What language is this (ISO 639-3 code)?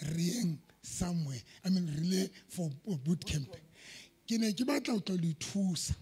sot